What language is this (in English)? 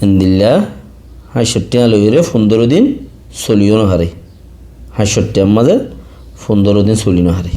Rohingya